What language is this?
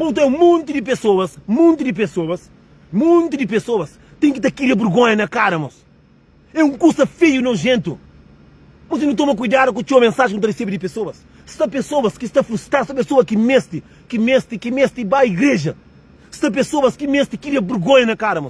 Kabuverdianu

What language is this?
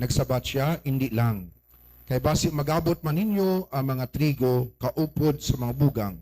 Hiligaynon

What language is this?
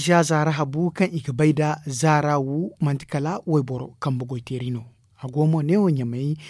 Zarma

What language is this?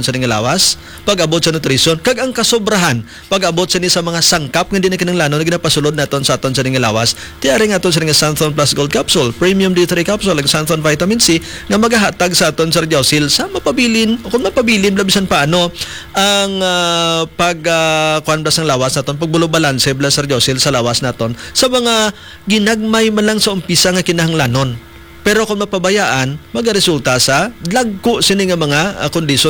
Hiligaynon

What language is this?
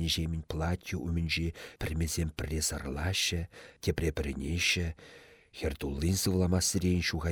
Chuvash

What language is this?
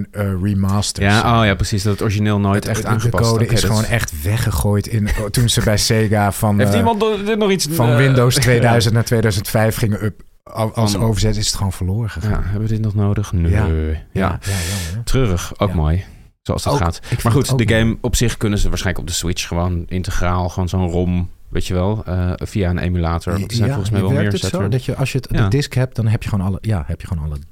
Dutch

